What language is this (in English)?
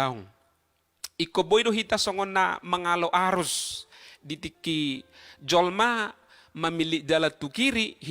Batak Toba